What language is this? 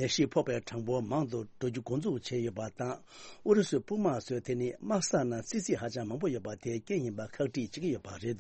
Tibetan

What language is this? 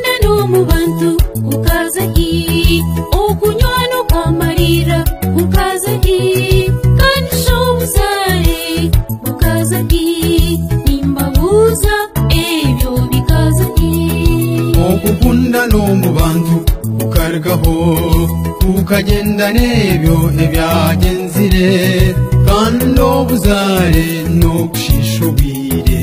Nyankole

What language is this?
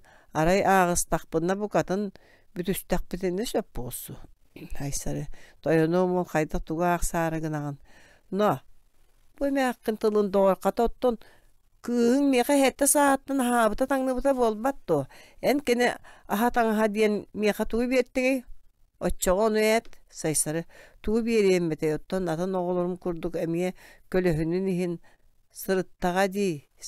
Yakut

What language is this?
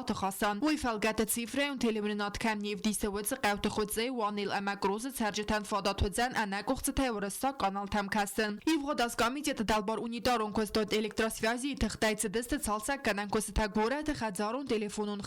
Ossetic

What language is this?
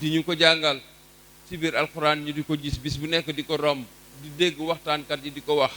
Wolof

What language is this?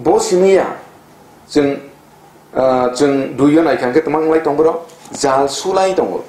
Kok Borok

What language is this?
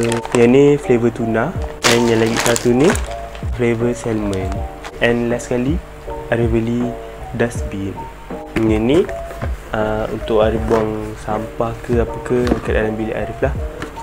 Malay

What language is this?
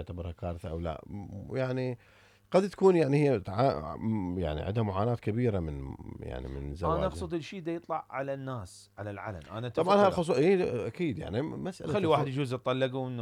Mesopotamian Arabic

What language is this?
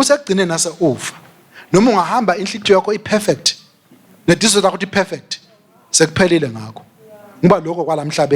Swati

